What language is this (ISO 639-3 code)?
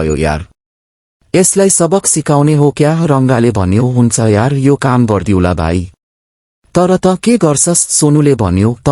nep